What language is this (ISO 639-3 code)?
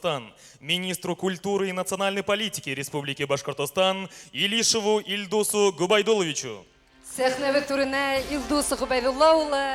bak